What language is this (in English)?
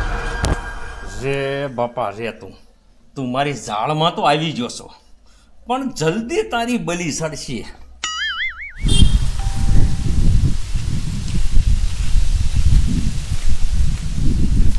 Gujarati